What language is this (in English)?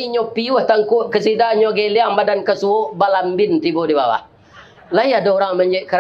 Minangkabau